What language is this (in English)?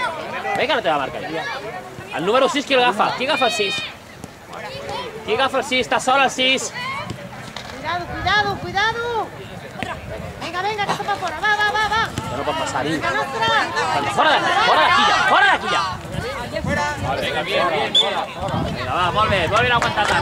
Catalan